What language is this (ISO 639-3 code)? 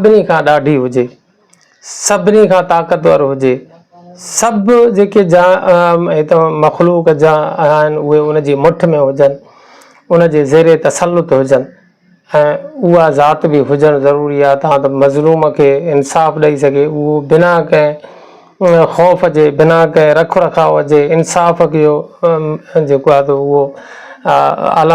snd